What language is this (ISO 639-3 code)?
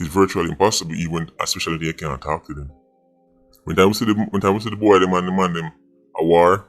jam